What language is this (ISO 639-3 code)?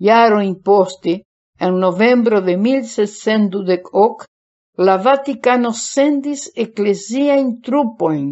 epo